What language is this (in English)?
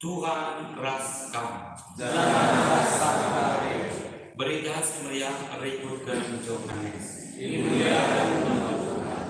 Batak Karo